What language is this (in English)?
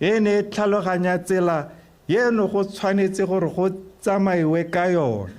Tswana